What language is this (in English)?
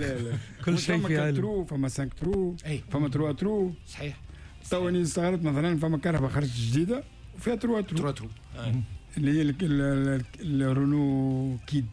Tunisian Arabic